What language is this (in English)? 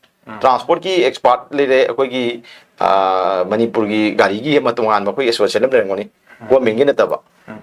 Manipuri